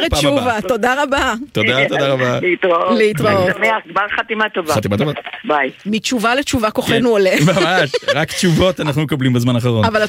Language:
Hebrew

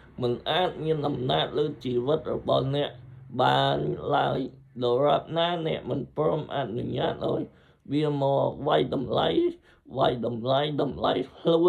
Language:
Khmer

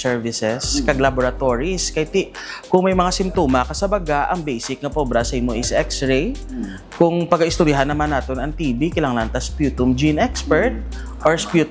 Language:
Hiligaynon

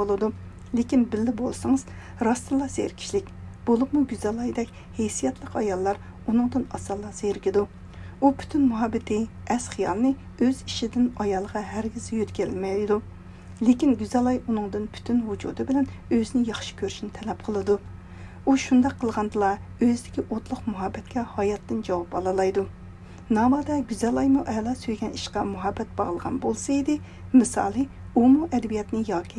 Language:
Uyghur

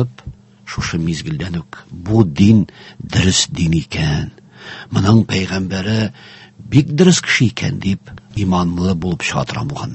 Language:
Tatar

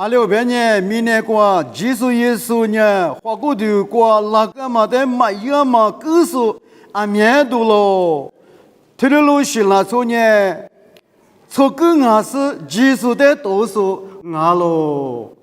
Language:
Lisu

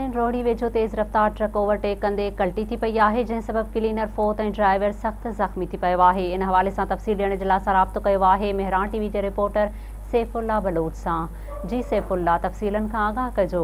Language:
Sindhi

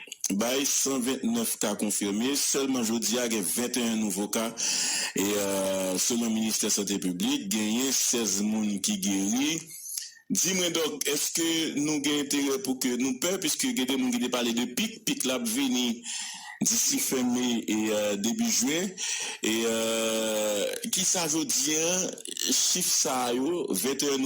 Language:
Haitian Creole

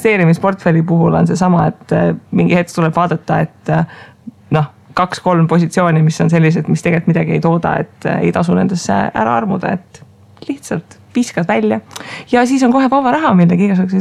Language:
Estonian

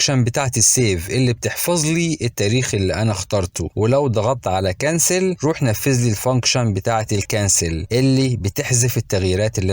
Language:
Egyptian Arabic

